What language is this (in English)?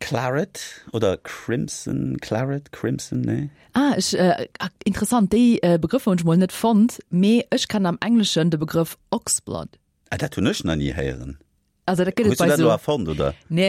Luxembourgish